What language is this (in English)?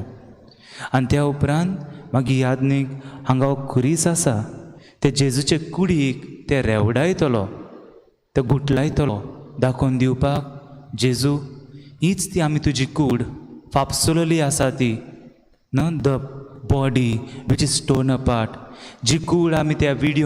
Konkani